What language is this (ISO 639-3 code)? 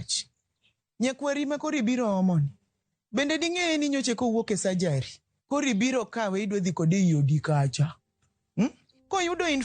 luo